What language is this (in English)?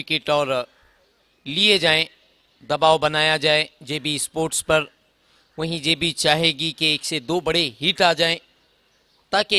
Hindi